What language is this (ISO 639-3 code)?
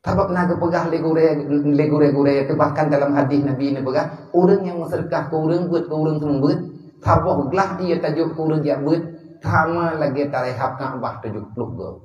ace